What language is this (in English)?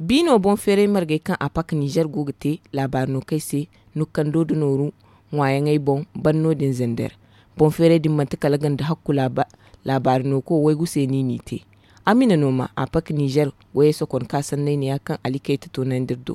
Zarma